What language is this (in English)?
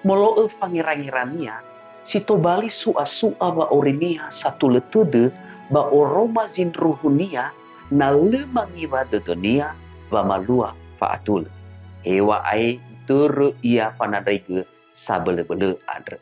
Nias